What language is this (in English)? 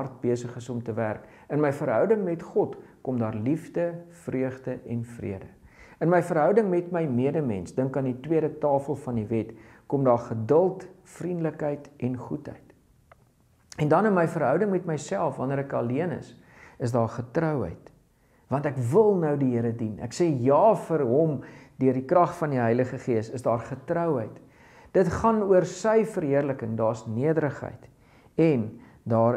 Afrikaans